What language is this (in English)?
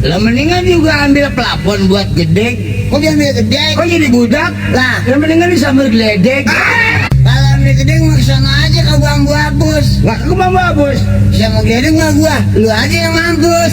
Betawi